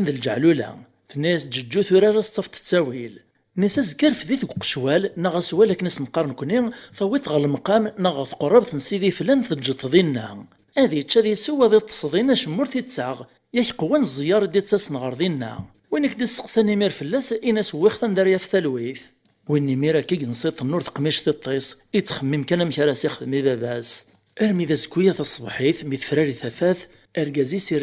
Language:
Kabyle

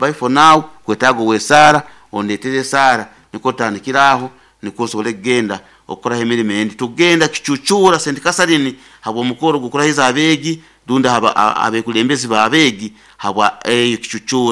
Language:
Nyoro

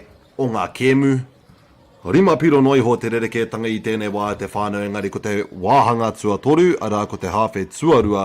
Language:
Māori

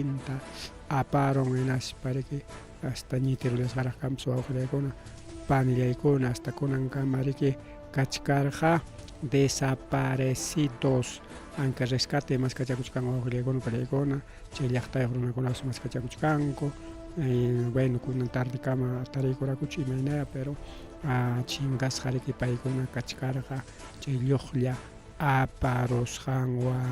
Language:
Ayacucho Quechua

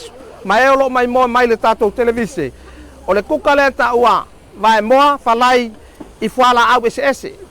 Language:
Samoan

